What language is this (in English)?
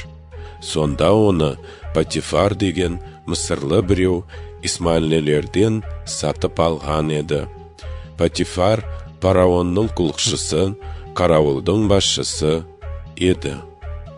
Kazakh